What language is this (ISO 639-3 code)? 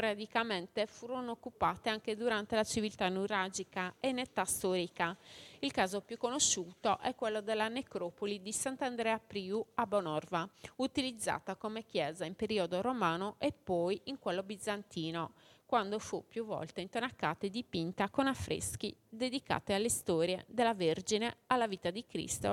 ita